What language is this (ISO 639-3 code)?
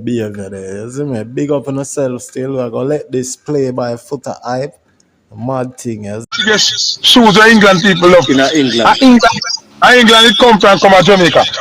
jam